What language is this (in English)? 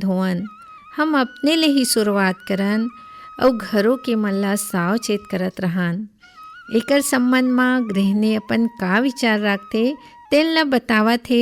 Chhattisgarhi